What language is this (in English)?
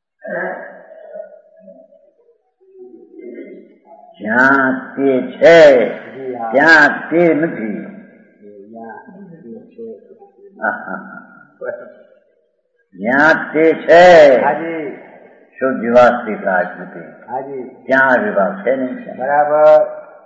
Gujarati